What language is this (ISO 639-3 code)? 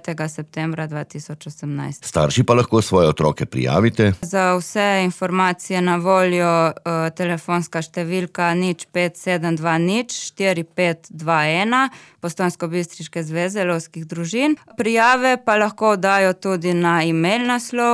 slv